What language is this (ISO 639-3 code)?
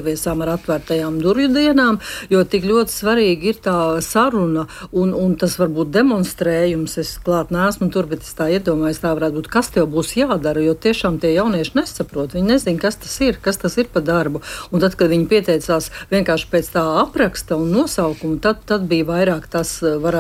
lav